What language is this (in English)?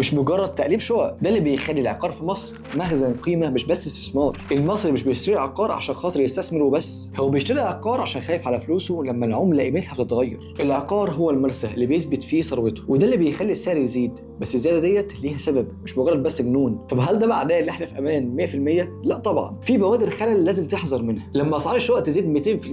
Egyptian Arabic